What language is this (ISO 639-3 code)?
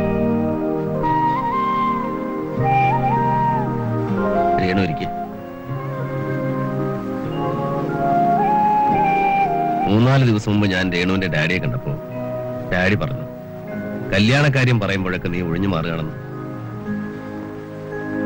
mal